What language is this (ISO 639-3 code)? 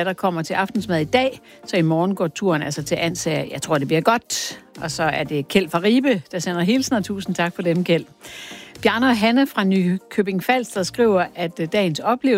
dan